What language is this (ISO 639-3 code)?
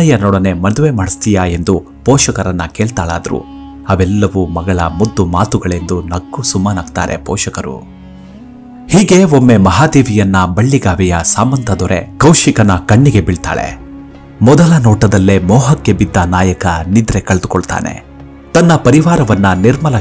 kan